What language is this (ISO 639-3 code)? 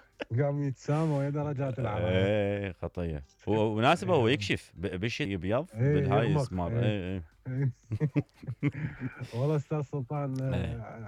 acm